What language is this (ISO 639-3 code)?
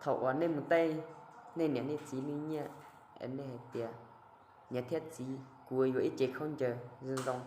hmn